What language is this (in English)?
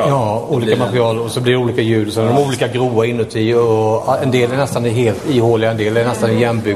Swedish